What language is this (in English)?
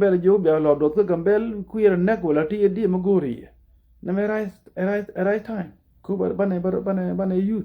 Nuer